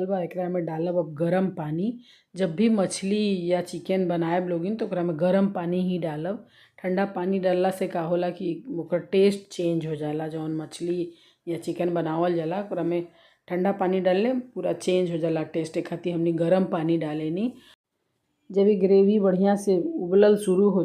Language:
Bhojpuri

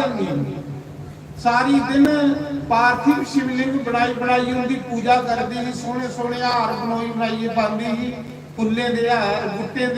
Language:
Dogri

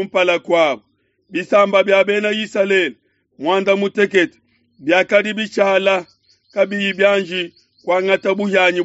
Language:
Luba-Lulua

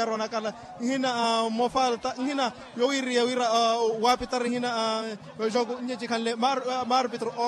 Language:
Makhuwa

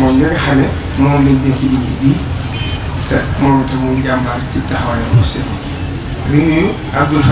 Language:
Wolof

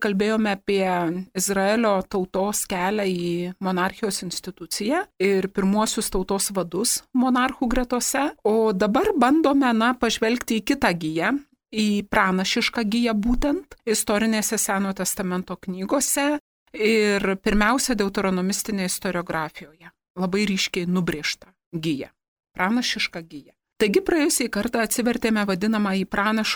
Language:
Lithuanian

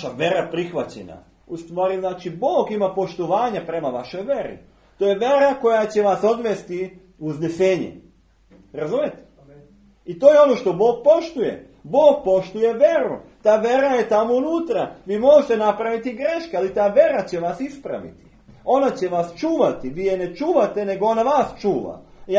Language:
Serbian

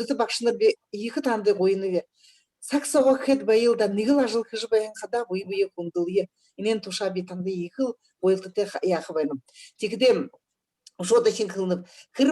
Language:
Buriat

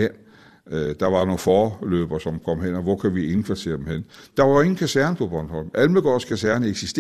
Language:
Danish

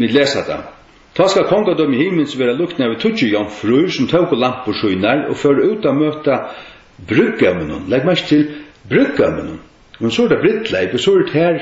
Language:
Faroese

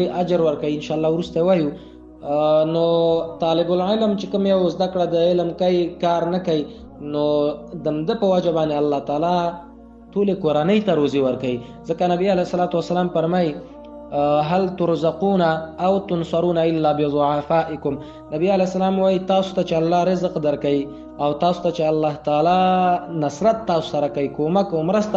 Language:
Pashto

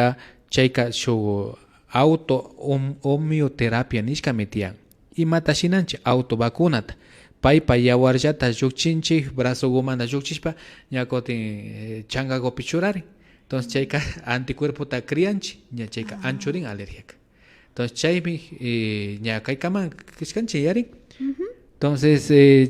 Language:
Imbabura Highland Quichua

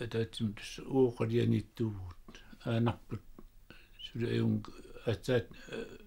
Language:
Kalaallisut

